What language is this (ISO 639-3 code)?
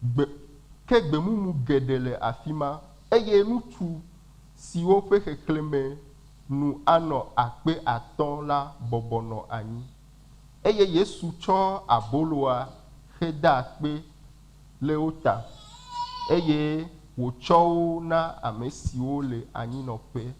ewe